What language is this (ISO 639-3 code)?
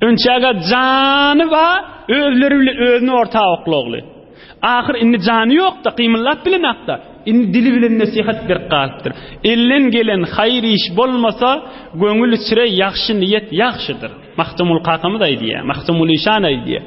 tuk